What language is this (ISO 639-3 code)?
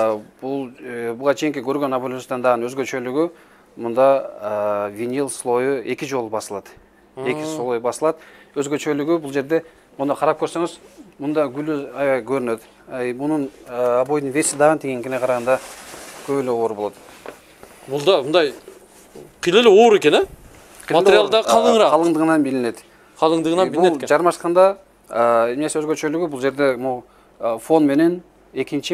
kir